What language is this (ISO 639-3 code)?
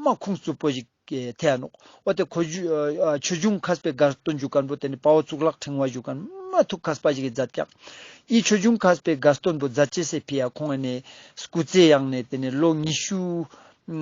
lbj